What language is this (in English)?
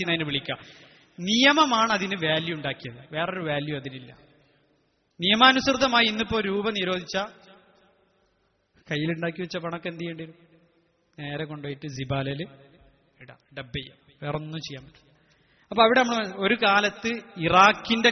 Malayalam